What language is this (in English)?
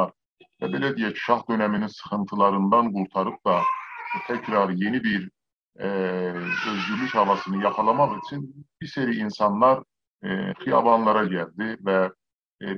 South Azerbaijani